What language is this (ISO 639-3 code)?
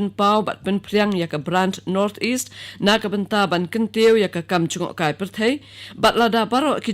kha